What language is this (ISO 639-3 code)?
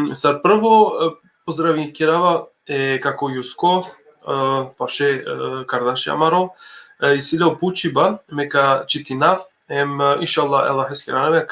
rmn